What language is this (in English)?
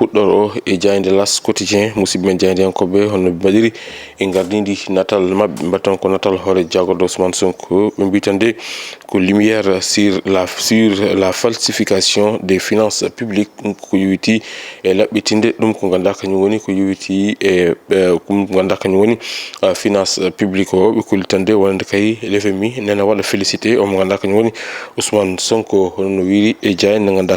Fula